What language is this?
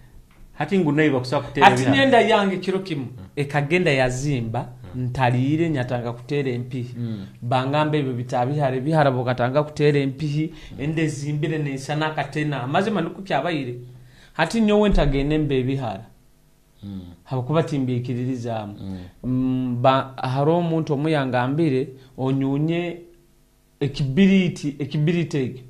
Nyoro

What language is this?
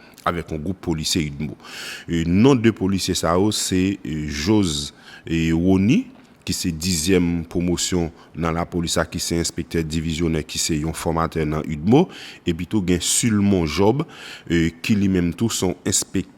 Haitian Creole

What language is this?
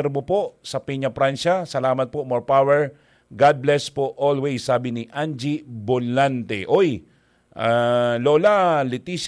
Bikol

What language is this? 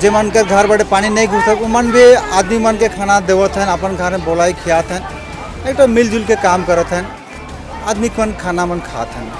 Sadri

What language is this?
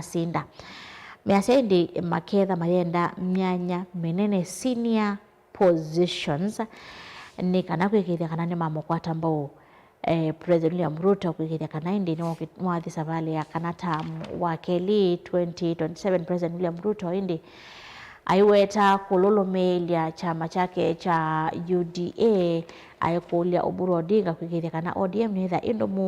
Kamba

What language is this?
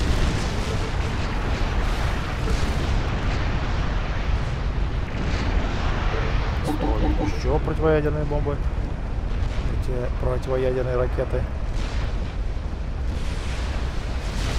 Russian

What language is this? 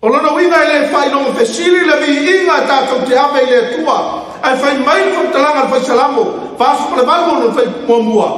Samoan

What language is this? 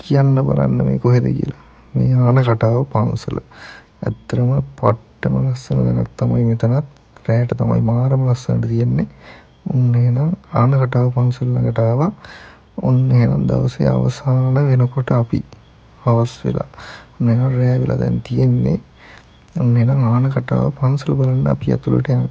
Sinhala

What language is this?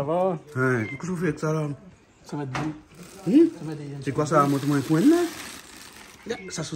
Réunion Creole French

